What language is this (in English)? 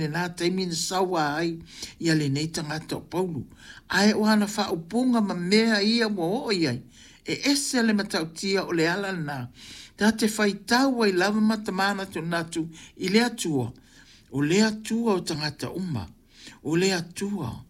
Samoan